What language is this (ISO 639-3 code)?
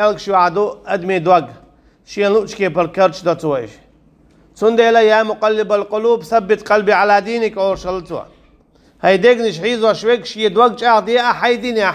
che